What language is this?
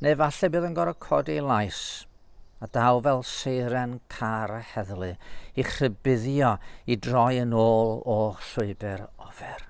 Welsh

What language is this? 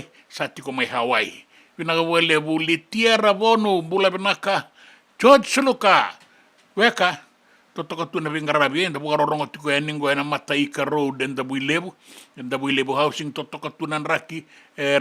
Fijian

